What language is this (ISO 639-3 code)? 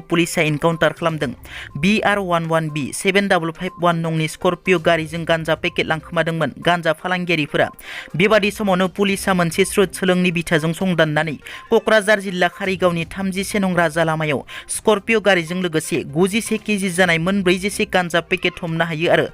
brx